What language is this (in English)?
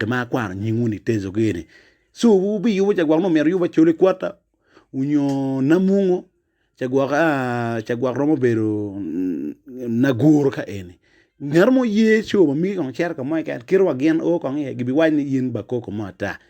Acoli